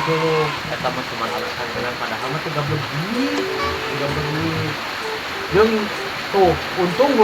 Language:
Sundanese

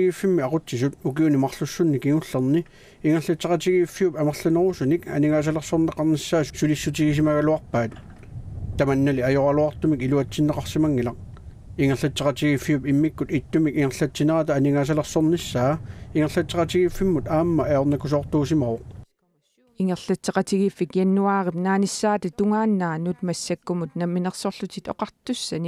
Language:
Kalaallisut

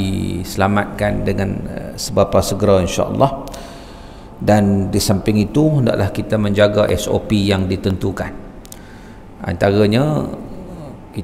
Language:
Malay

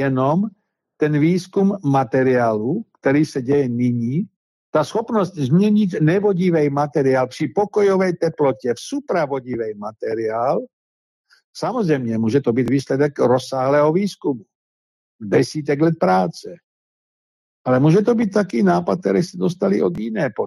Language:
Czech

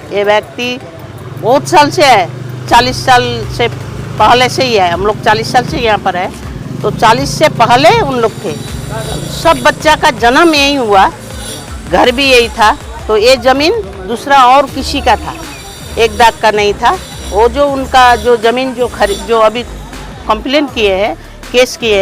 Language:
Sadri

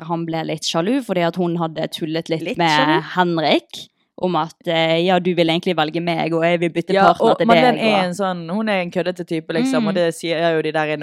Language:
Norwegian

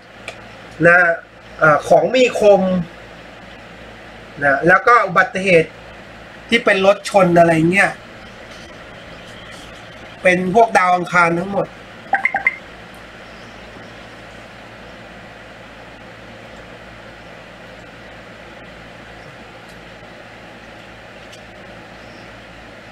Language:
Thai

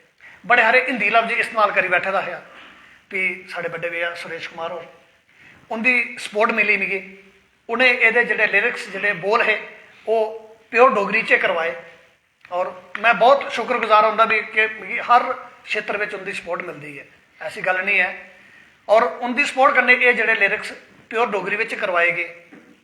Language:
Dogri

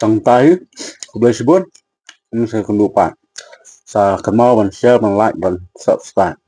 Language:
Khasi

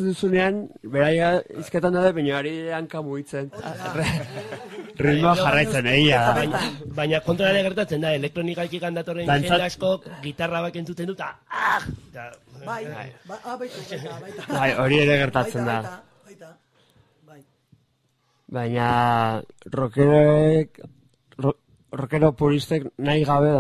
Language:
Basque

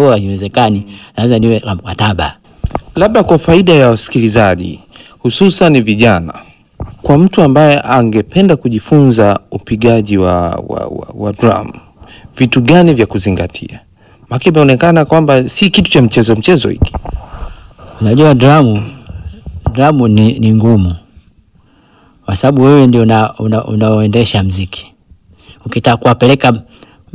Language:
Swahili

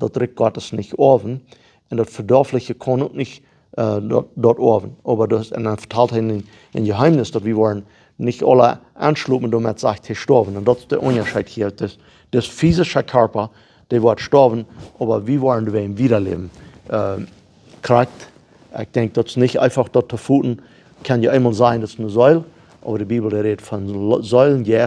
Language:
Plautdietsch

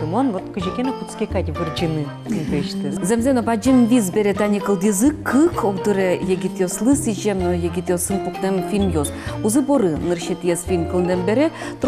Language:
Udmurt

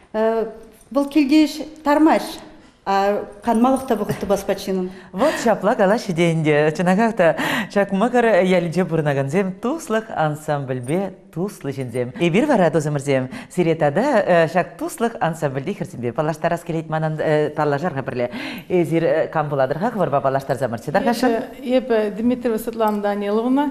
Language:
Chuvash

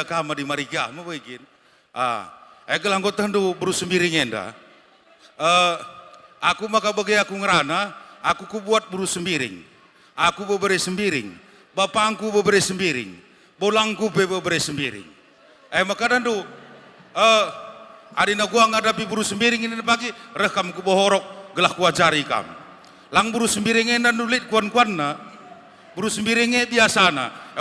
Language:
Batak Karo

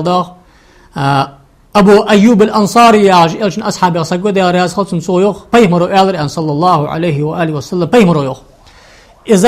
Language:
Ingush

